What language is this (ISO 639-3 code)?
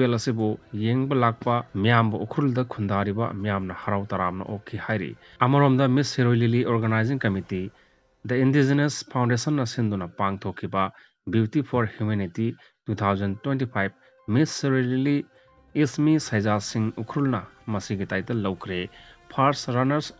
mni